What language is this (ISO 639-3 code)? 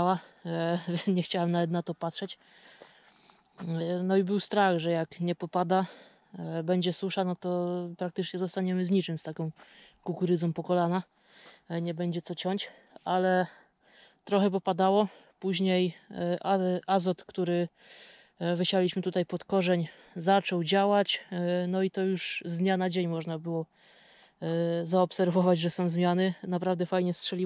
pol